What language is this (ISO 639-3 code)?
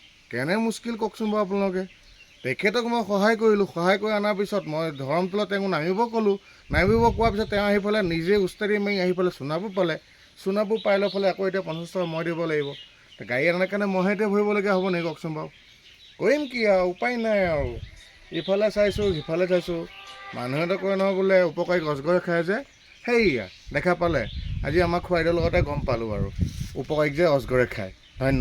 asm